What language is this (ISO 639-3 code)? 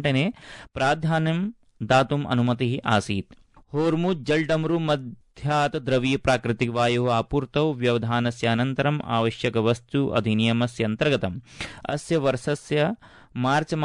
san